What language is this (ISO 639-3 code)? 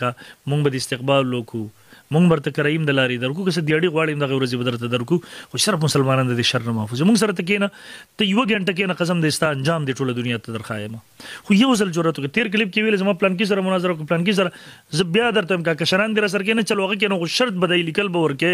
pus